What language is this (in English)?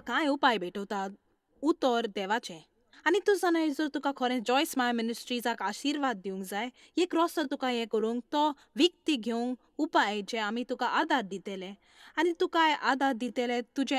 Konkani